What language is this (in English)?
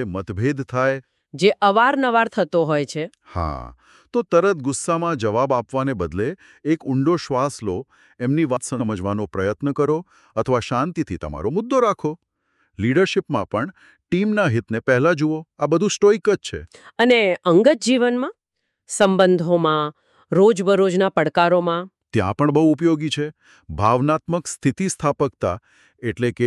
Gujarati